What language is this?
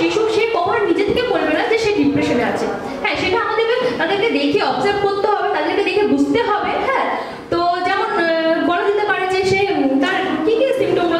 Bangla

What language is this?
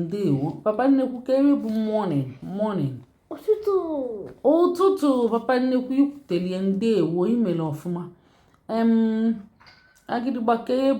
Igbo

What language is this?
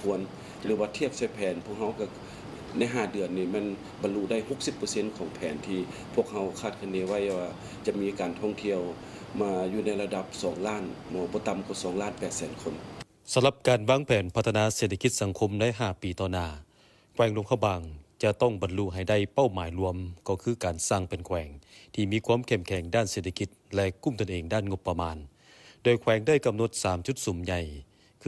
Lao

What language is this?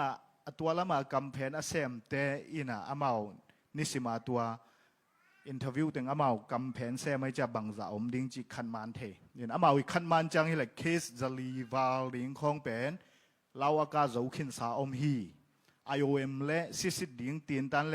Tedim Chin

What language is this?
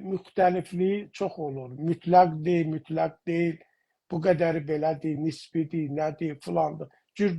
South Azerbaijani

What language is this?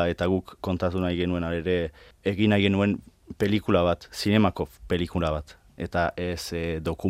Basque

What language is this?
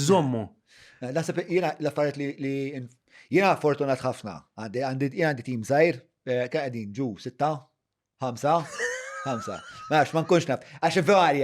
Maltese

